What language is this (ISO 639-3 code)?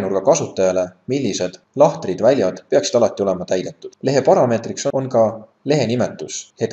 est